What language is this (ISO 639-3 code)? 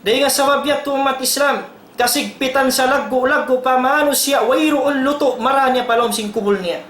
tsg